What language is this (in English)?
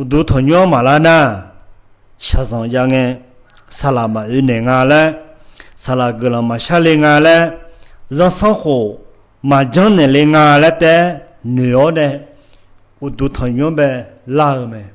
Akha